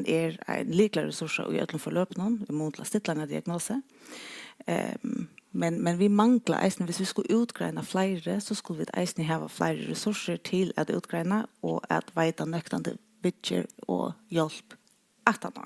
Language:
Faroese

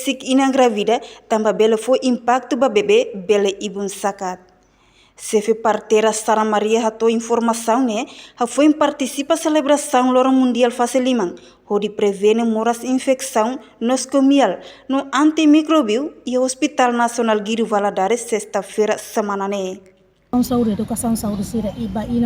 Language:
Tetum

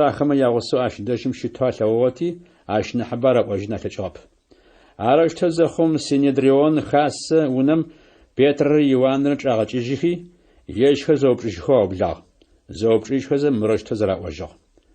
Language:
Adyghe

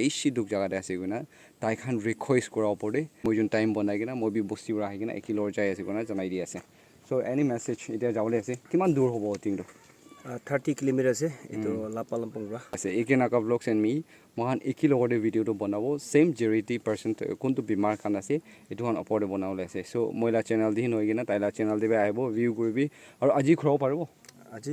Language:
Naga Pidgin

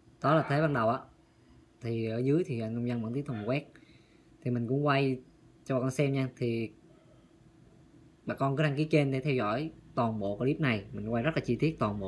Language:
Vietnamese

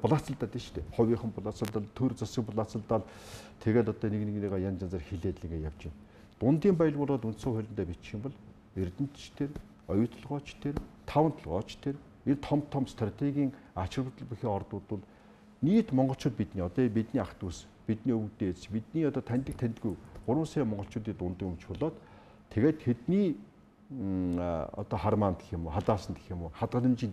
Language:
Mongolian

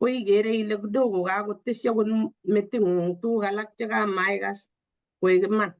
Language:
Kalenjin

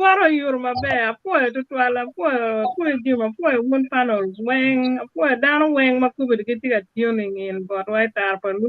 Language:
Acoli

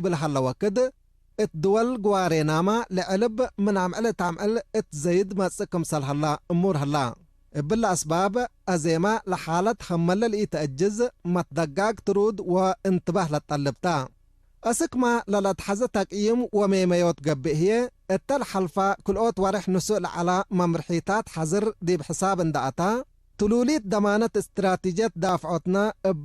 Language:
Tigre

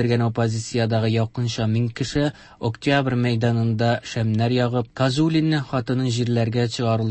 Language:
Tatar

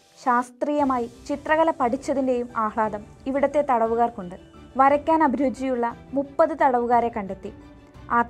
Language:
Malayalam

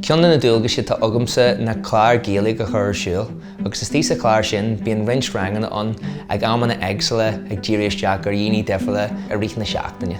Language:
Irish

